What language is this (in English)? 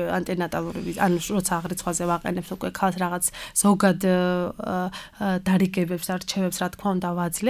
Georgian